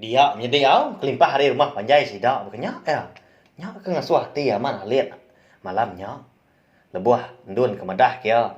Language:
Iban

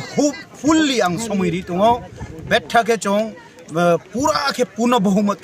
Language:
Riang (India)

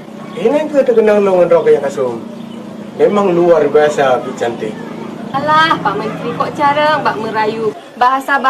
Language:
Achinese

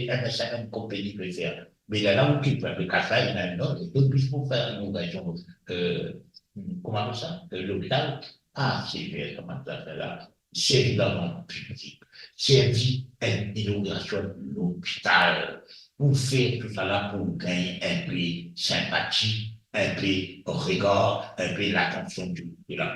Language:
Morisyen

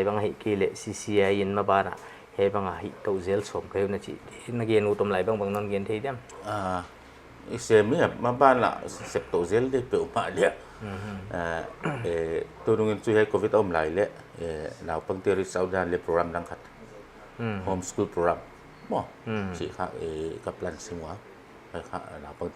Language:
Paite Chin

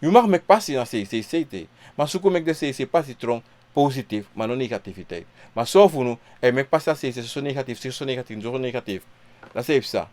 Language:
Sranan Tongo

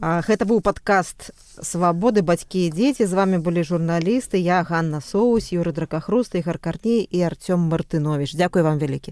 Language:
Belarusian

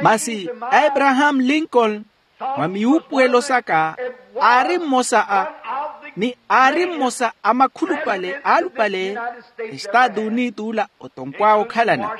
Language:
Makhuwa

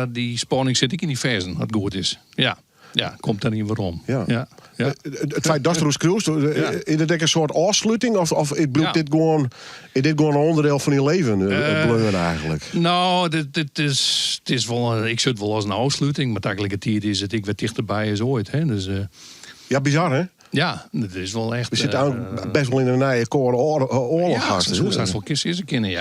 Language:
Western Frisian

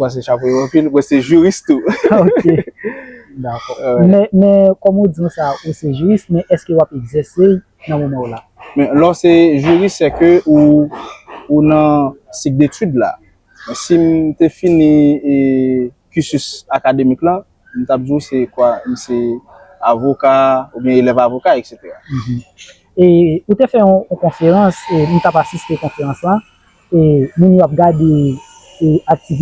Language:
Haitian Creole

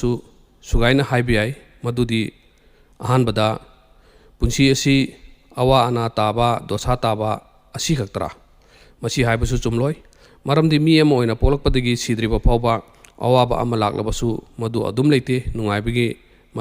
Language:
Manipuri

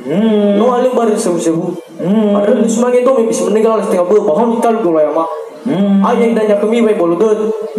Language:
Nias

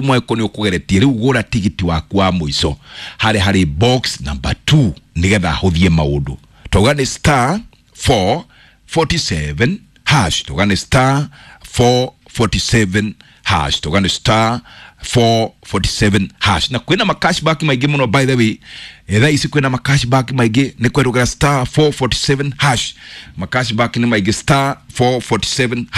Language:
Kikuyu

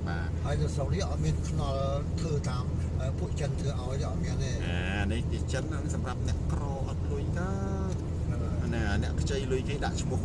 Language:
Khmer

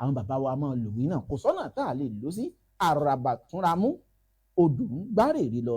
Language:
Yoruba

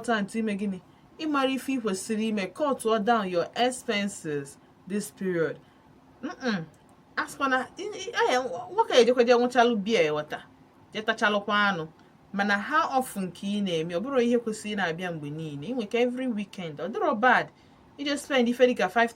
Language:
Igbo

